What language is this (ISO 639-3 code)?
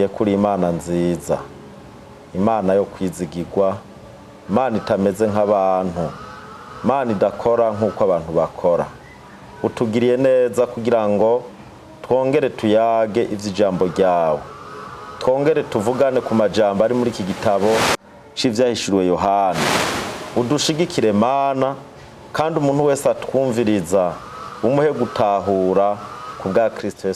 run